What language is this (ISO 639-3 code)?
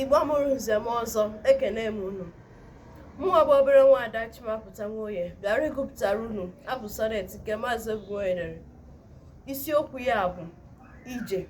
ibo